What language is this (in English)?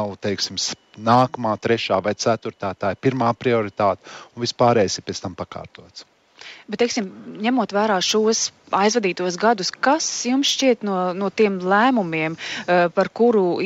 Latvian